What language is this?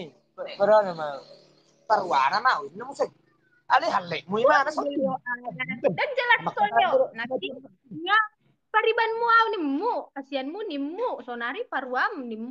Batak Toba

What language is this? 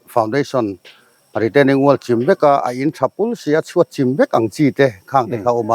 Mizo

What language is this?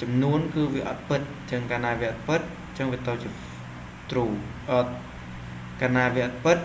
Khmer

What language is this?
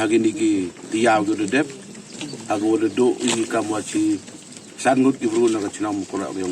Pnar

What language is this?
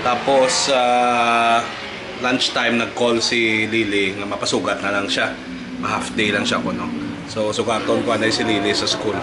Hiligaynon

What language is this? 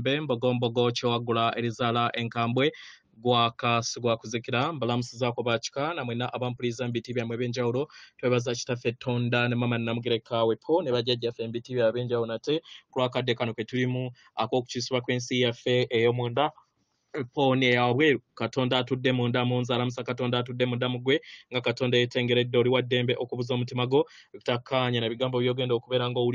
Ganda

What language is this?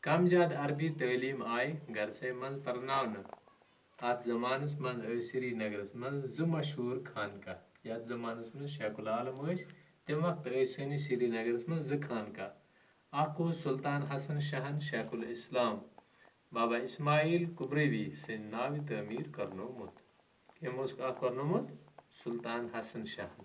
Kashmiri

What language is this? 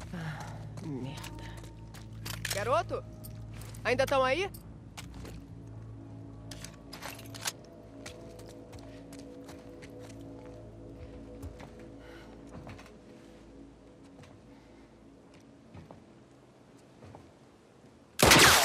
Portuguese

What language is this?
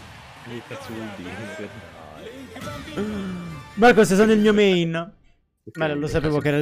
Italian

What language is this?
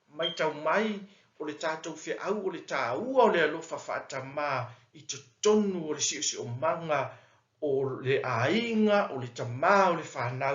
Samoan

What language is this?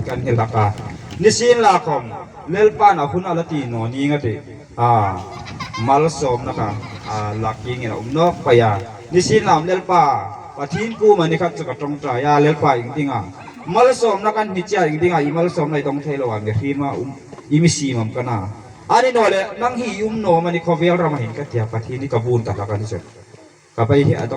Hmar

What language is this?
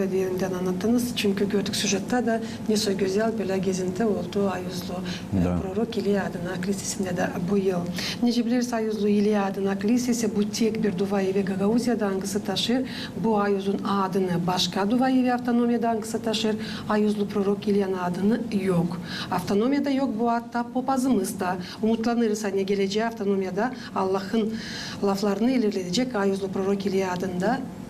Gagauz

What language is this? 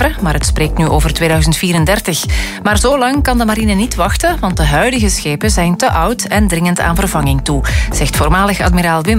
Dutch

